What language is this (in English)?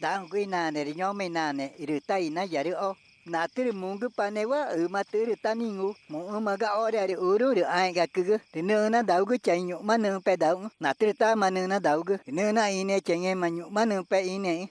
Ticuna